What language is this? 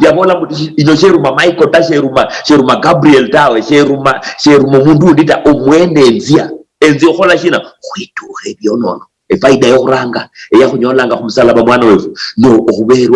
Luyia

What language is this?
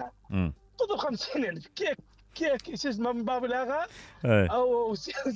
Mesopotamian Arabic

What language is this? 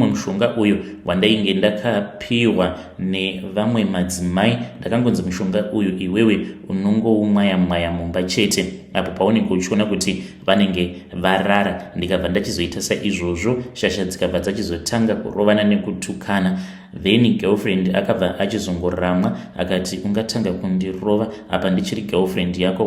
Shona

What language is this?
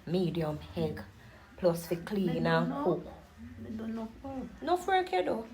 Jamaican Creole English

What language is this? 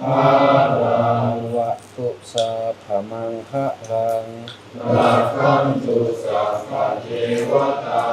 Northeastern Thai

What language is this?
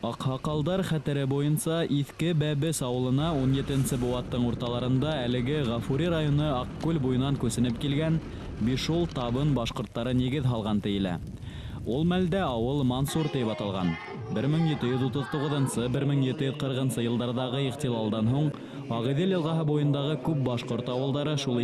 Bashkir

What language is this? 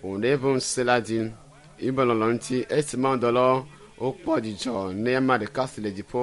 Ewe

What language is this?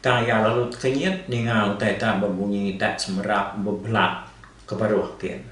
Iban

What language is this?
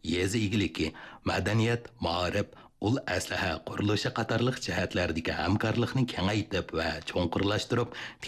Uyghur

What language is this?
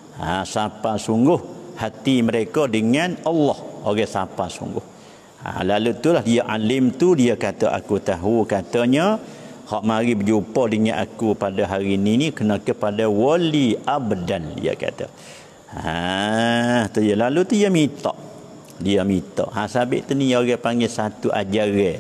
Malay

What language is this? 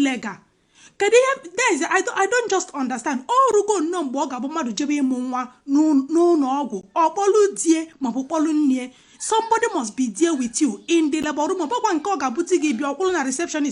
Igbo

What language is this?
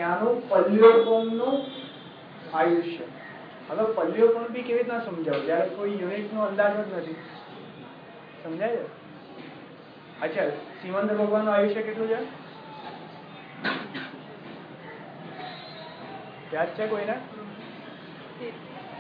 Gujarati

